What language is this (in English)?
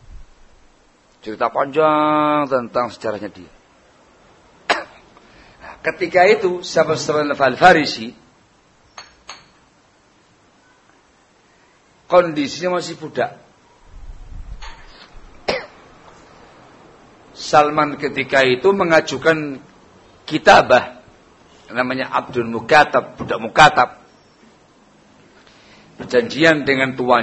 Indonesian